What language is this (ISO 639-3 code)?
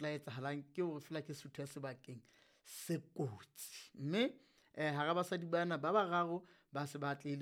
sot